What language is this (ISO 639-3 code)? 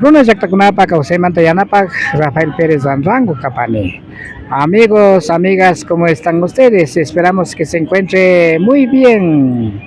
qvi